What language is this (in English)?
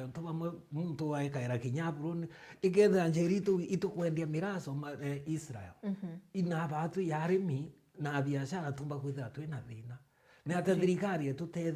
Meru